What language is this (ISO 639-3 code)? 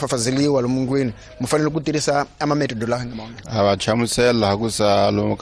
tso